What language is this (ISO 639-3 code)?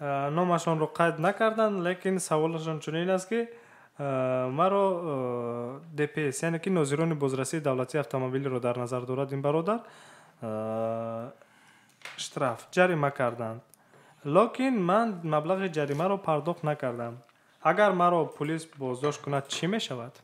tgk